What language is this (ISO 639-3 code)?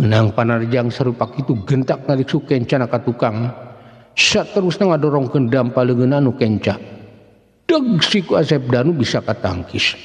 sun